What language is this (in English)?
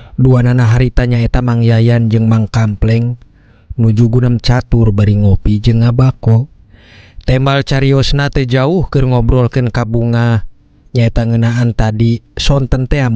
Sundanese